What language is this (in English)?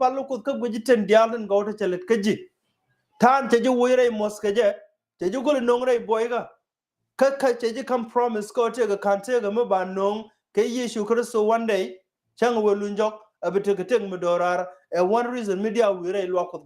Nuer